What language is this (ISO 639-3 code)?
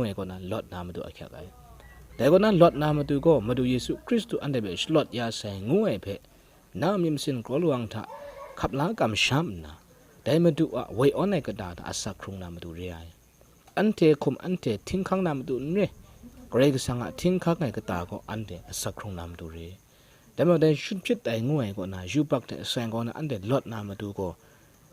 kac